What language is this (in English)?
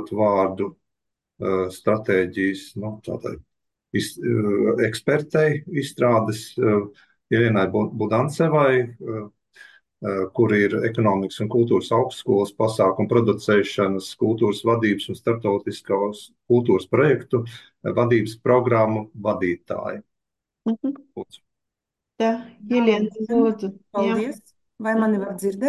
Latvian